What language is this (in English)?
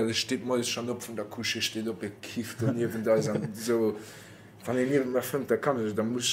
Luxembourgish